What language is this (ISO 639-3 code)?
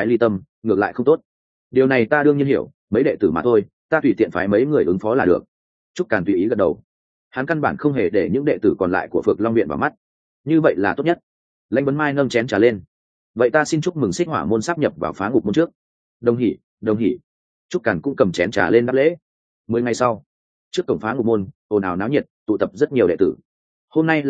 vie